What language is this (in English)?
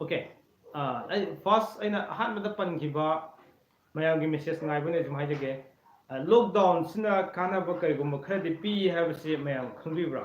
Manipuri